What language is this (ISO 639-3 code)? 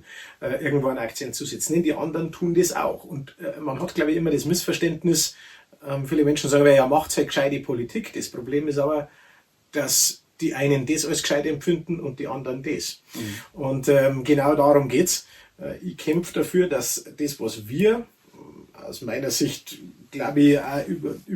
bar